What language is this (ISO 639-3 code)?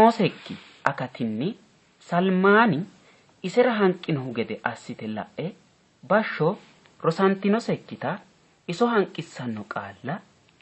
sid